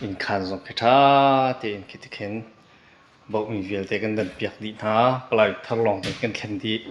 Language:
Hakha Chin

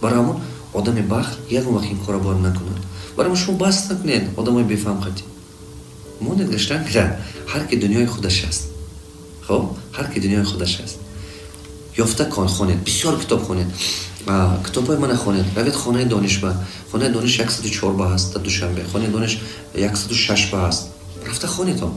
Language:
Tajik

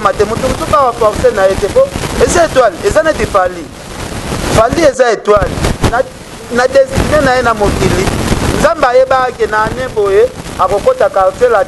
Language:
Lingala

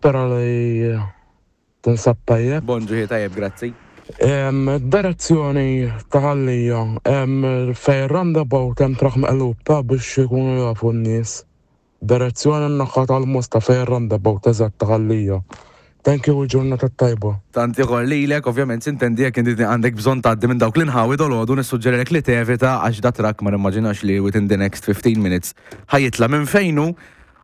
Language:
Maltese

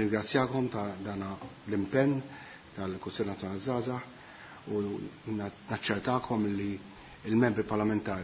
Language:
Maltese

